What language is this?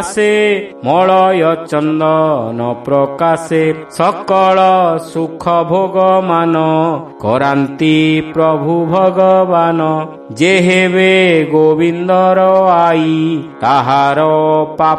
Odia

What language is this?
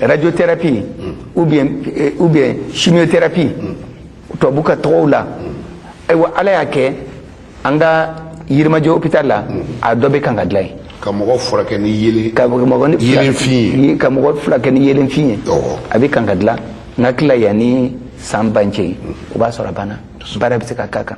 Bambara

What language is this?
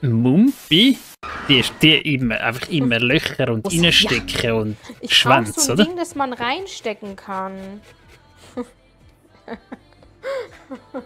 Swiss German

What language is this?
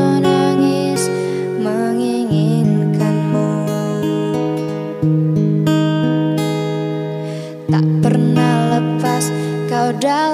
Indonesian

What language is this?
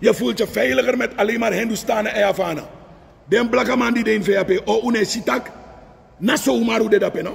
Sranan Tongo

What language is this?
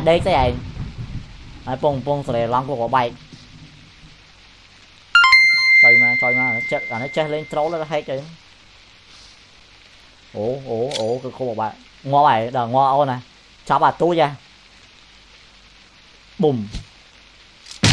Vietnamese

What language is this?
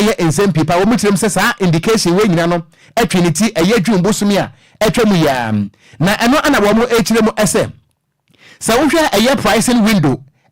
Akan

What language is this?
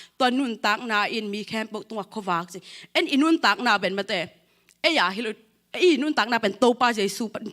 Tedim Chin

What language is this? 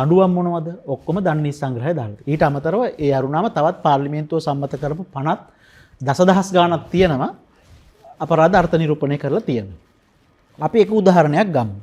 Sinhala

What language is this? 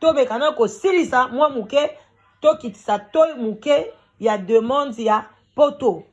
Lingala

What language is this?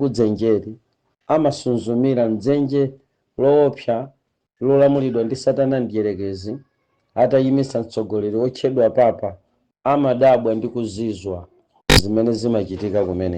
Nyanja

